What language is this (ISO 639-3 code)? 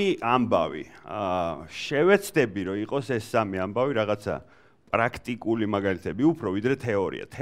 kat